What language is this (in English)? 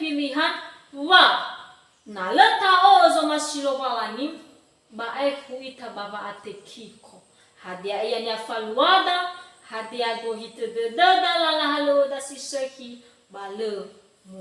Nias